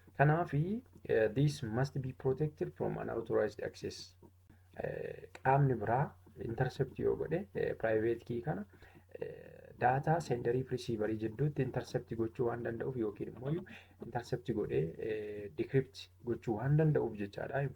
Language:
Oromo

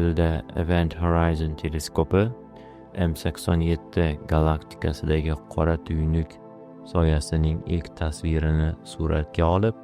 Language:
Uzbek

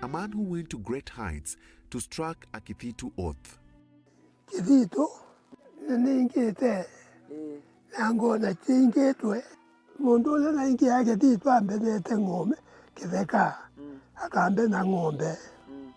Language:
Kamba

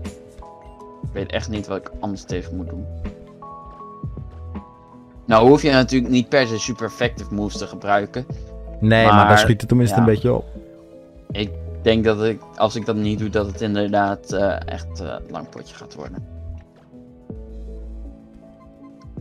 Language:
Dutch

